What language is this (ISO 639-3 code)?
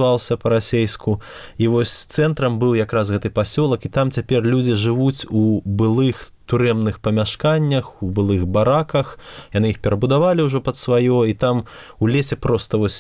bel